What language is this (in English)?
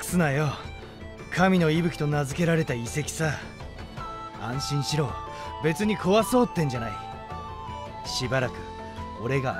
Japanese